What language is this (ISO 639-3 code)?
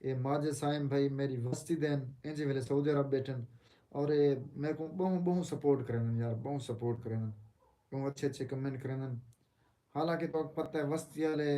skr